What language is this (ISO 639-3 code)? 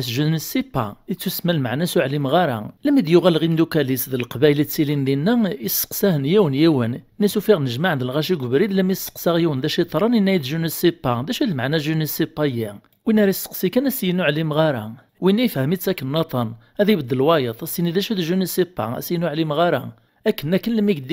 kab